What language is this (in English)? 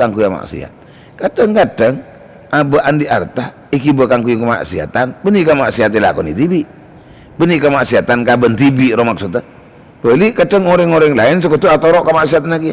Madurese